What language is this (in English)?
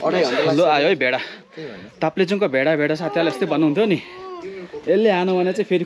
Nepali